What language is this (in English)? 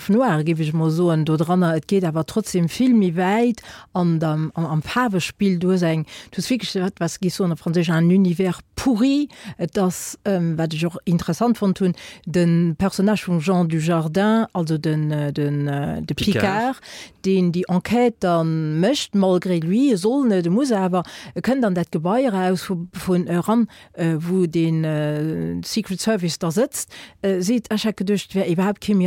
Luxembourgish